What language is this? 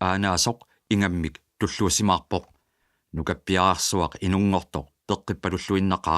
Kalaallisut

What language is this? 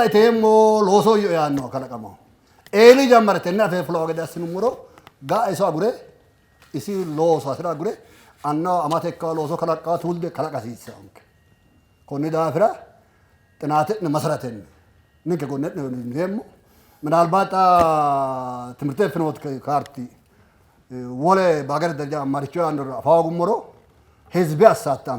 Sidamo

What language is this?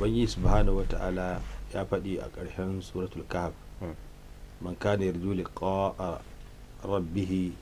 Hausa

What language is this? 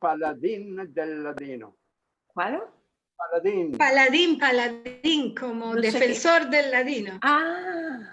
Ladino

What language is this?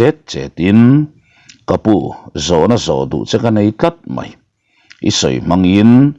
Mizo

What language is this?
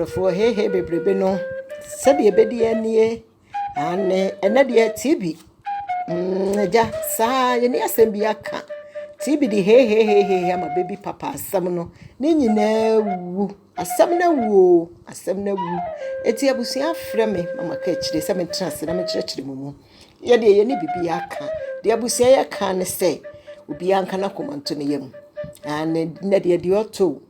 Akan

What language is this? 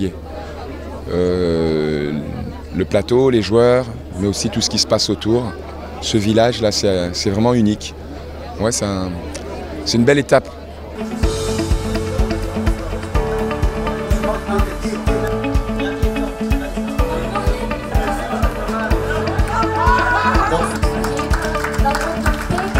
French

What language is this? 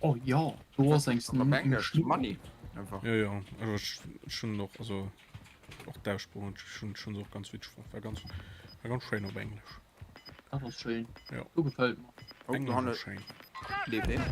Luxembourgish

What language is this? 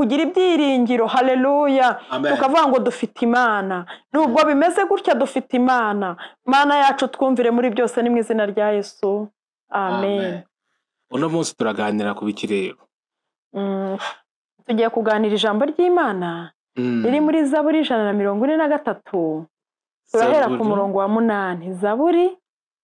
Kinyarwanda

